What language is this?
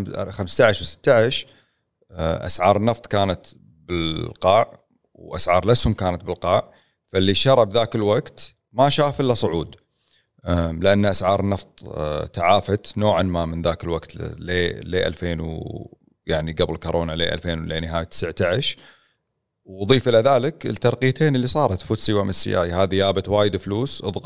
Gulf Arabic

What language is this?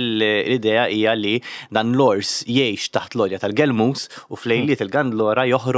Maltese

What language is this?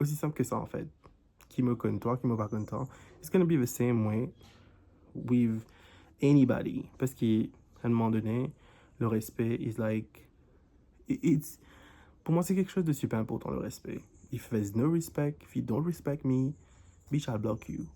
Morisyen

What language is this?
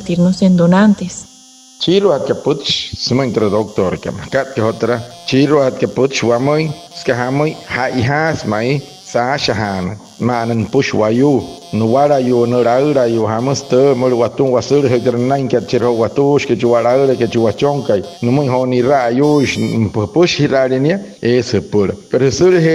Wayuu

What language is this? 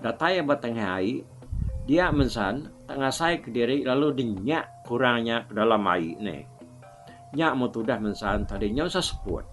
Iban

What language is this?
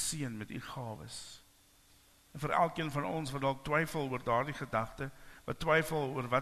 Afrikaans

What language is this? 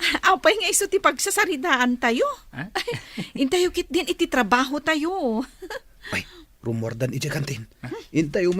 Iloko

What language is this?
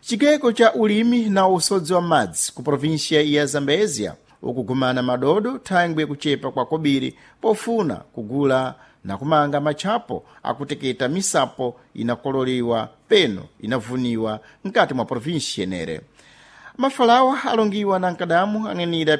Sena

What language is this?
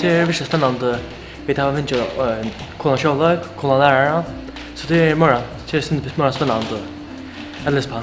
Faroese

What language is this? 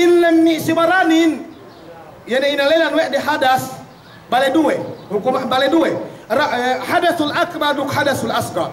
Yakan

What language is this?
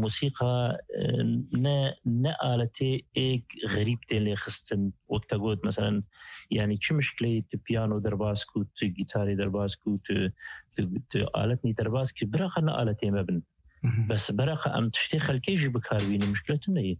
Kurdish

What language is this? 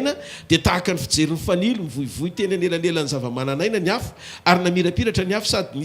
Malagasy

